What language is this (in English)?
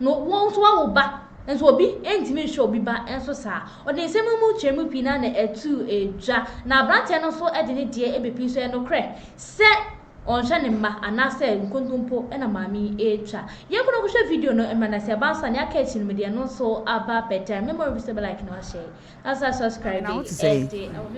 Akan